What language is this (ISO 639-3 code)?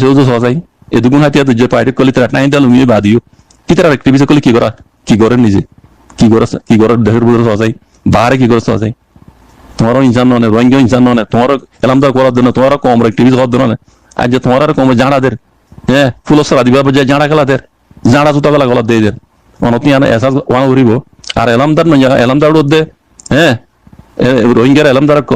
rhg